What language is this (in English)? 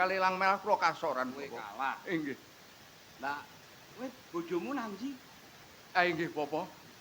Javanese